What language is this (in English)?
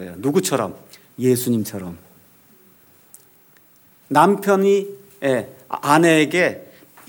Korean